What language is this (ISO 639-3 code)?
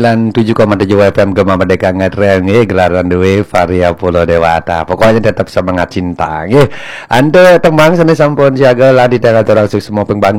ban